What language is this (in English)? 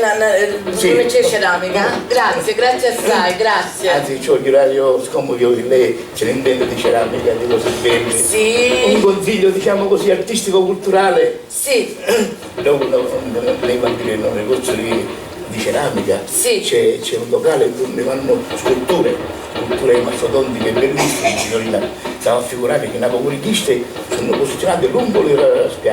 Sicilian